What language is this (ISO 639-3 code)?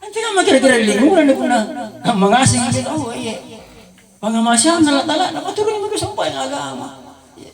mak